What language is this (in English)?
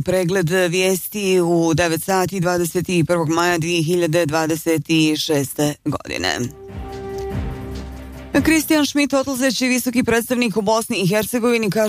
Bosnian